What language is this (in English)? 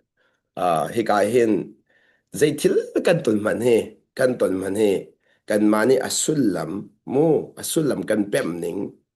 Hakha Chin